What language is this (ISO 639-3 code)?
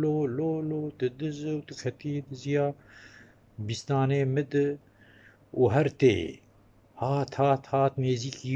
kur